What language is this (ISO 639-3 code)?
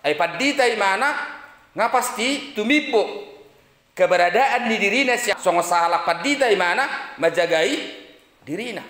bbc